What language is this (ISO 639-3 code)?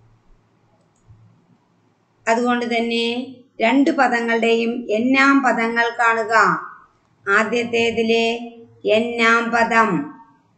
mal